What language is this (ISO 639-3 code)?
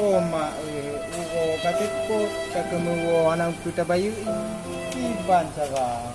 ace